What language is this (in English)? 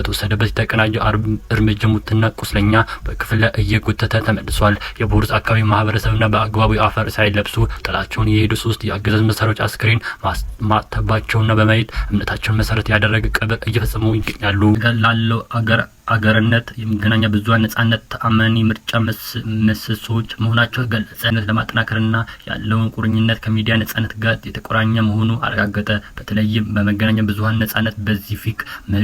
Amharic